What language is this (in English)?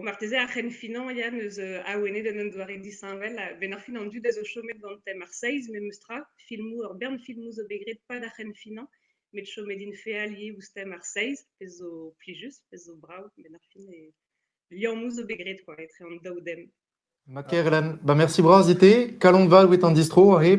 Breton